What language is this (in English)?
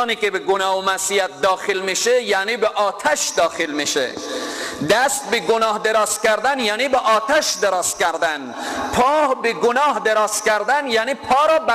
Persian